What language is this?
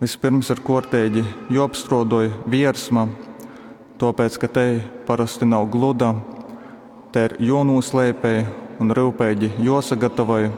Latgalian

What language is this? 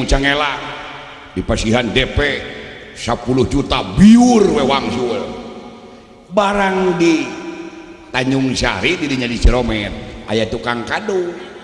Sundanese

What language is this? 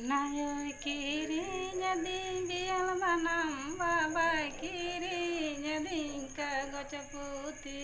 Santali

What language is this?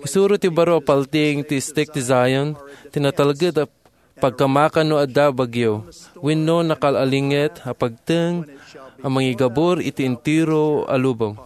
Iloko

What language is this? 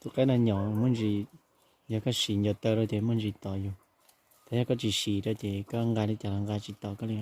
Hmong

